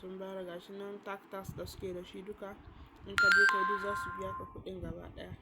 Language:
Hausa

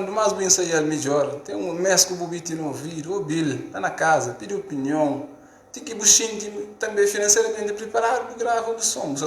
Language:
Kabuverdianu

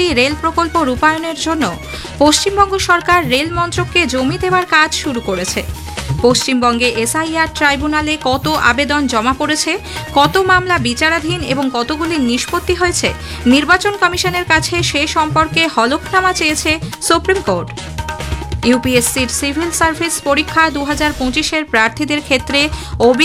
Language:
Bangla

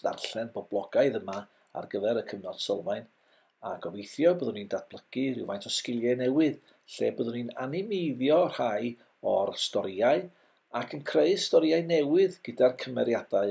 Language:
Welsh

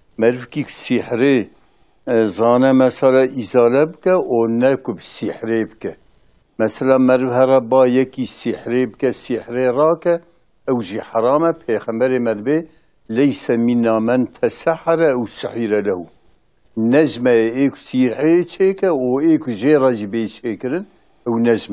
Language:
Kurdish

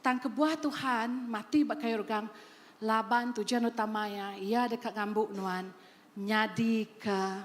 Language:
Iban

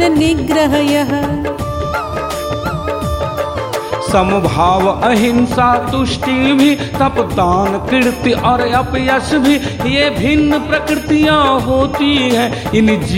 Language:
Hindi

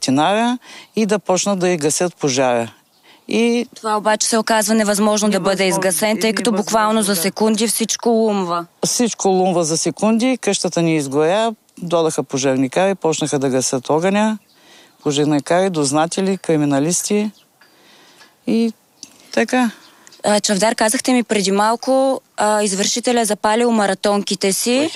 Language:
Bulgarian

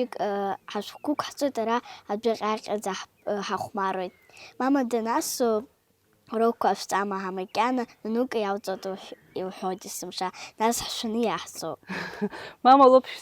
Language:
Abkhazian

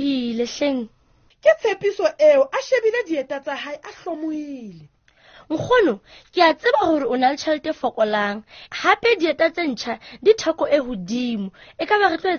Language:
Southern Sotho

